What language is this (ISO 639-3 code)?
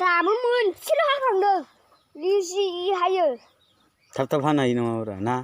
brx